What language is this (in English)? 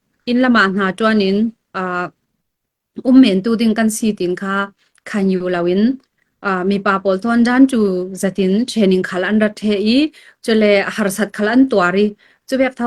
Falam Chin